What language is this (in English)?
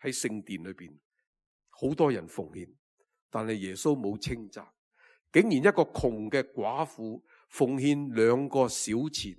Cantonese